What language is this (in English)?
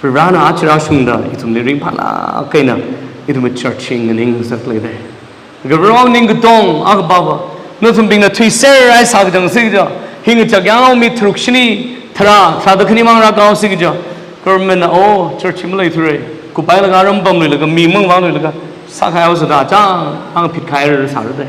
Tangkhul Naga (India)